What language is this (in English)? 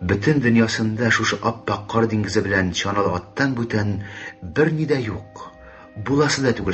Tatar